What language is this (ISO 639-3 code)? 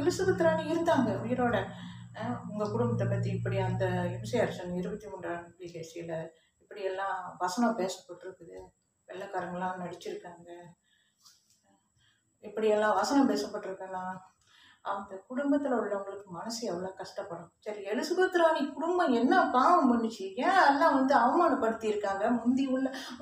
tam